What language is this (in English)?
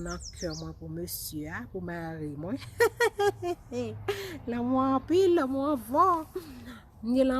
Haitian Creole